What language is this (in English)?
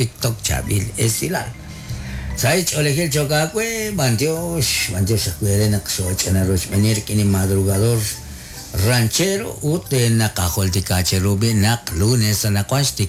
Kekchí